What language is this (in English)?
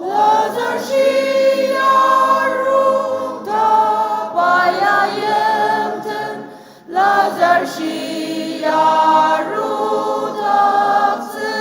Ao Naga